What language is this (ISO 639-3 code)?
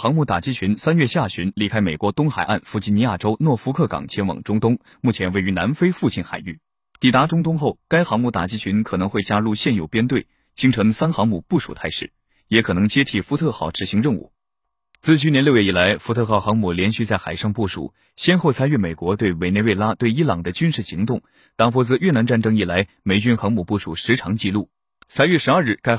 zho